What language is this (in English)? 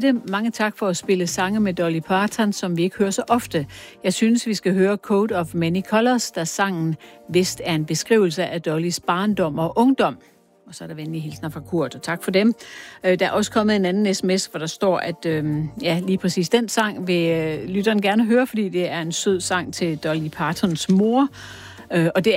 Danish